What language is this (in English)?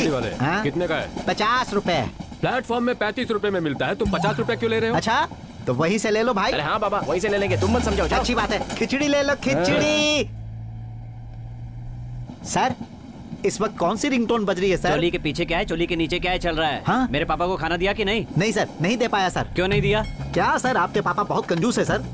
Hindi